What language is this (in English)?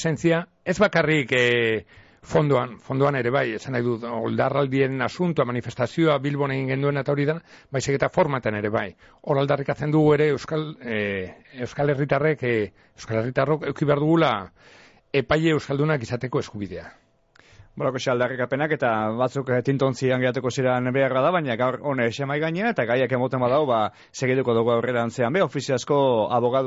Basque